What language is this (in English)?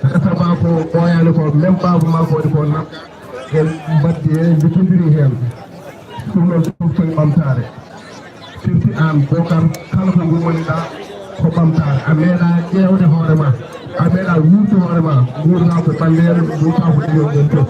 Fula